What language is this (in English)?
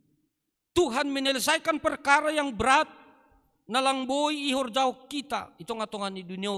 Batak Simalungun